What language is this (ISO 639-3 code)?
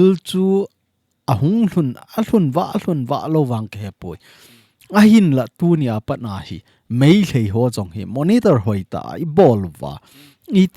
tcz